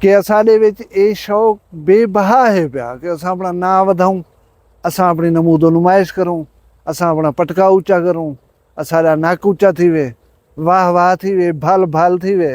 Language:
Saraiki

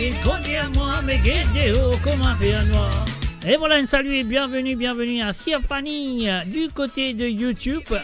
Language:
Morisyen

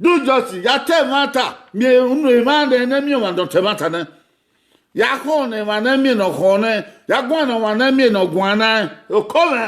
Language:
Bini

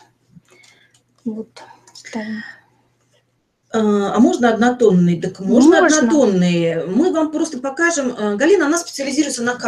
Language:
Russian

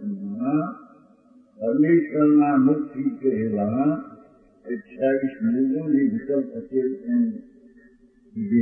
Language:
Gujarati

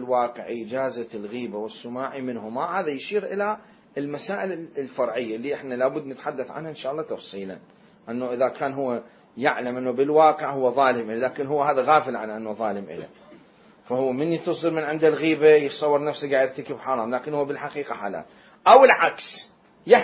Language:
Mesopotamian Arabic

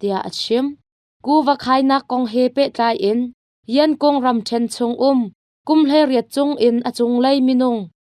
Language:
Hakha Chin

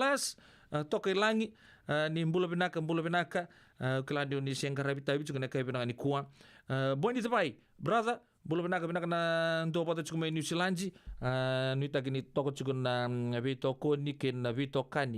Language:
Fijian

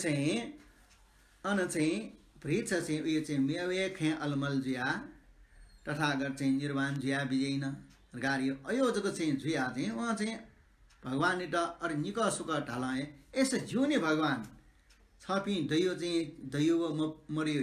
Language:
Newari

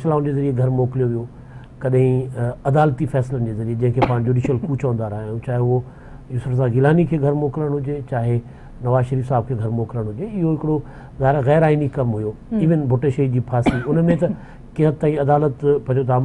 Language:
Sindhi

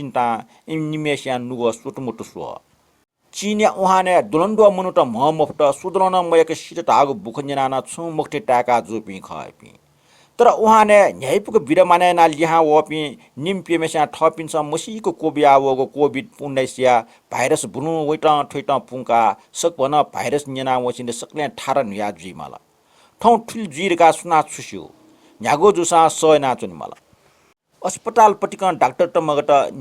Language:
Newari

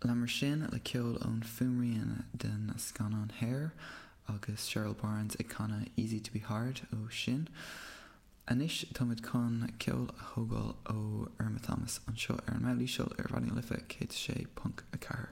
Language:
Irish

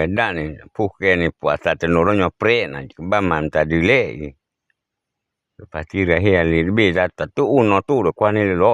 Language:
S'gaw Karen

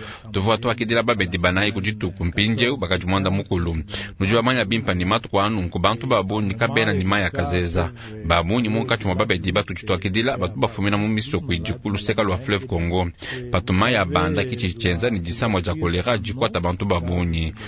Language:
Luba-Lulua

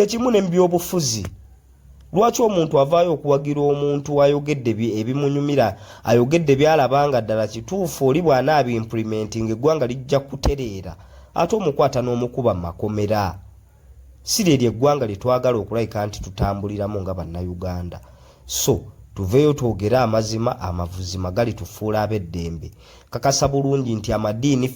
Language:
Ganda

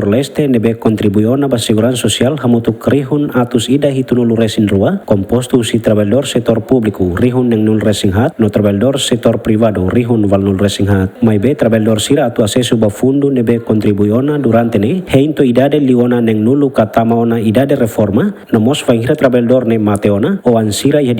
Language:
Tetum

